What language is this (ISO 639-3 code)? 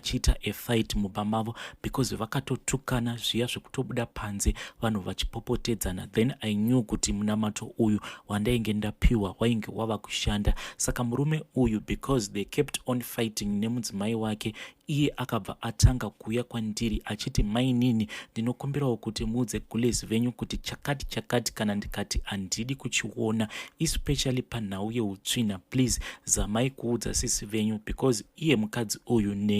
sna